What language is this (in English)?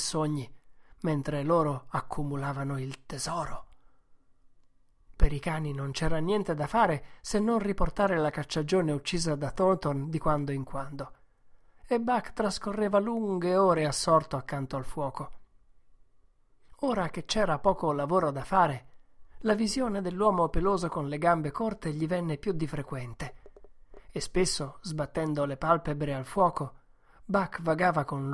Italian